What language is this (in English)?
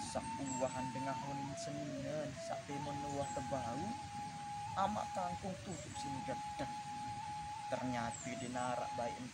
Sasak